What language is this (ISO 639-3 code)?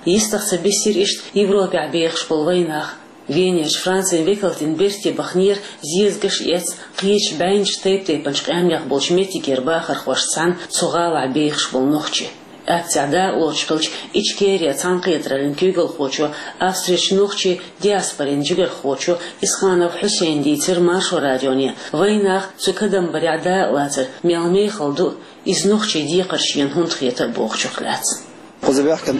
che